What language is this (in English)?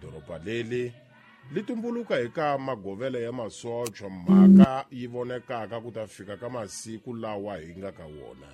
Tsonga